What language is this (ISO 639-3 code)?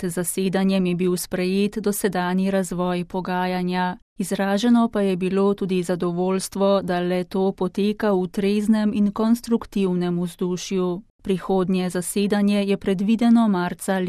slv